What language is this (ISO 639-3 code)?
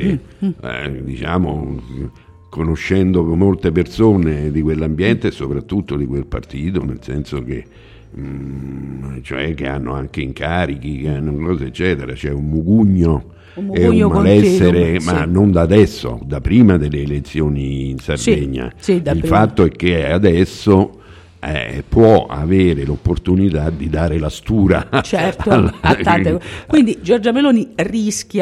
ita